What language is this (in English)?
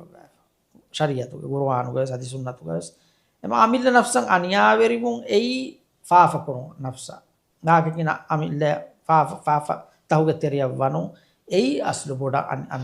Divehi